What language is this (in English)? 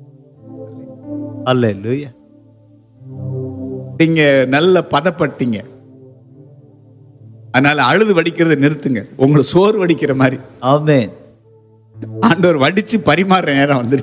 Tamil